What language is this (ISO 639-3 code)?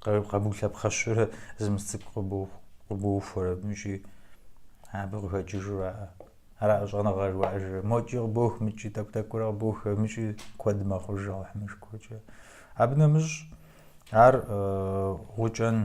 kbd